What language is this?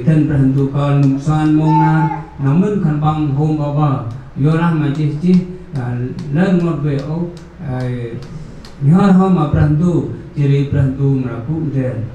Central Mnong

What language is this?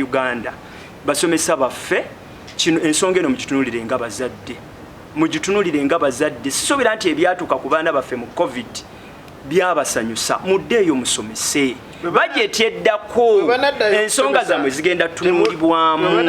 Ganda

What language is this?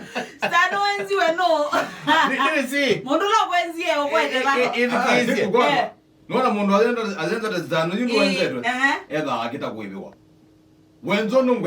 Kamba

